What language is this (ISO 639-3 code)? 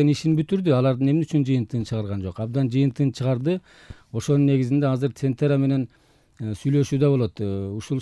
kir